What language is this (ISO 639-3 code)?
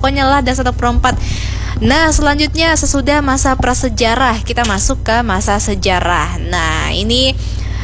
bjn